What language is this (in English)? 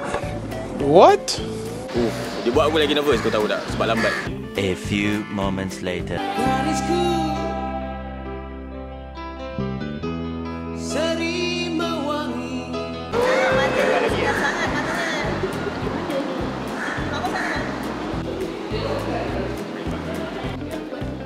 Malay